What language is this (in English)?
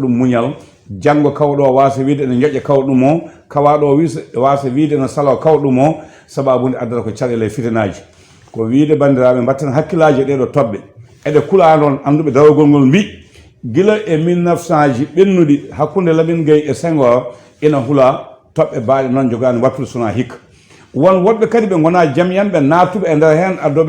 Fula